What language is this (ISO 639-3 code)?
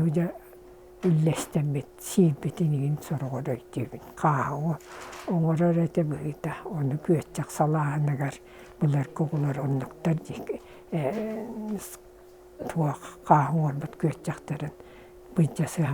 sah